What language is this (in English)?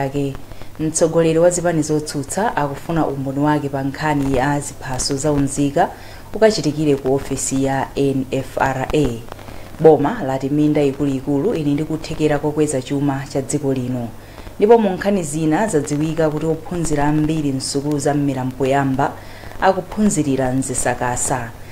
Nyanja